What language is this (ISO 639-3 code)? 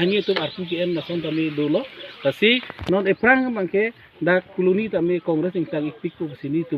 mjw